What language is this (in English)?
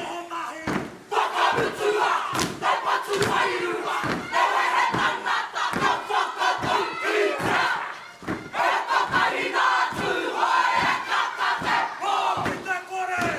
Māori